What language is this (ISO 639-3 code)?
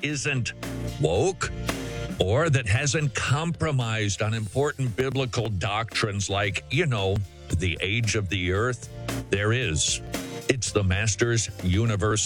eng